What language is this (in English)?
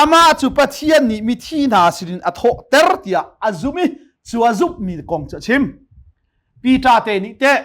Hakha Chin